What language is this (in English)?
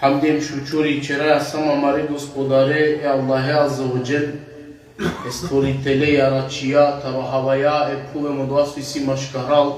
Balkan Romani